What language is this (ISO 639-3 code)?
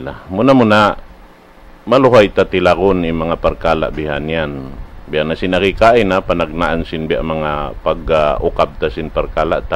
tsg